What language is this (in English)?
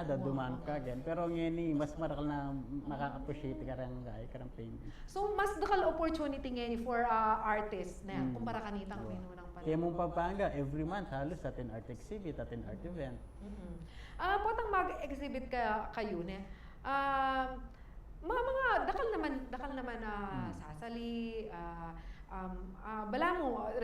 Pampanga